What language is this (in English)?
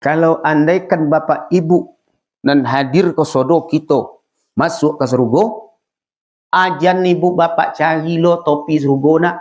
Minangkabau